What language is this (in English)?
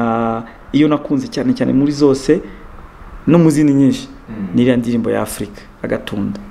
Kinyarwanda